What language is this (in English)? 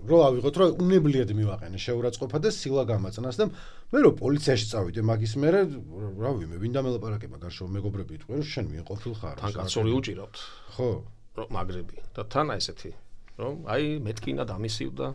Georgian